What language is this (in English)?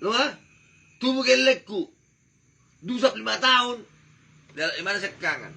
Batak Toba